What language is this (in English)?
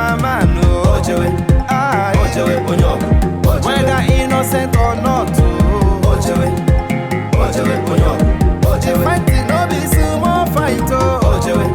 Nigerian Pidgin